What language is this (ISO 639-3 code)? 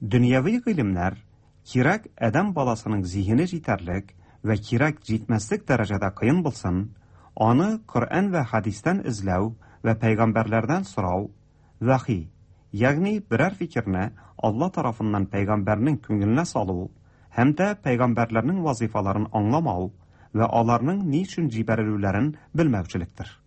tat